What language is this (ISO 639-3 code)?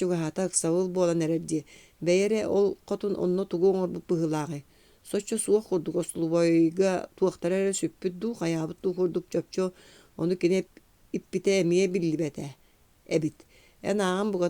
sah